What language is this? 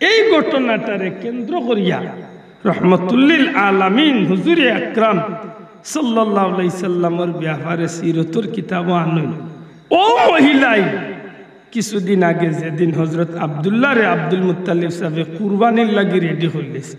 Sylheti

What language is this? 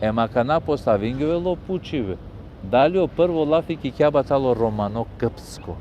Balkan Romani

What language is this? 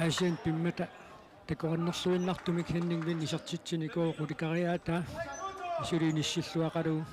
Kalaallisut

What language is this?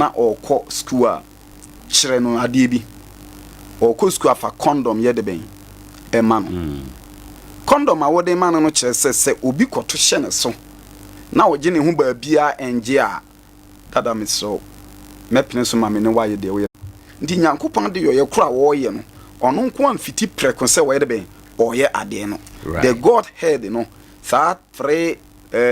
Akan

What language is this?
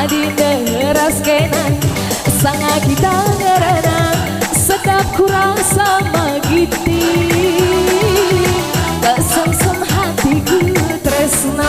Batak Karo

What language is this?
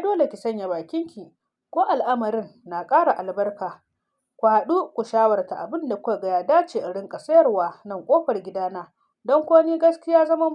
Hausa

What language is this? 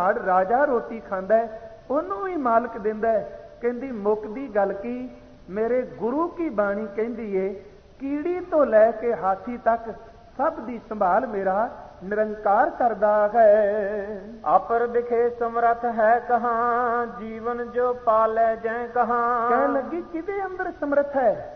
Punjabi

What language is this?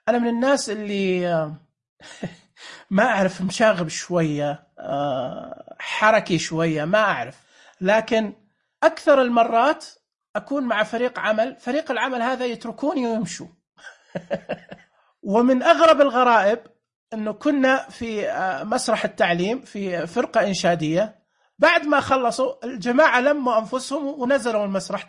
Najdi Arabic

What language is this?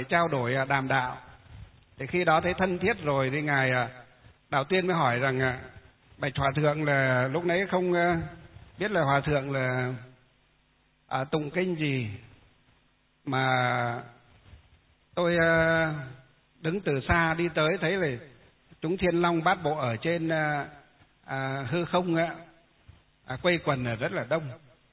Vietnamese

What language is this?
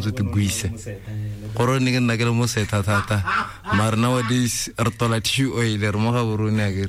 Tswana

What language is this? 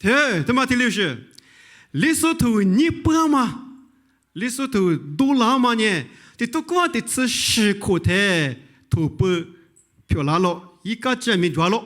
Lisu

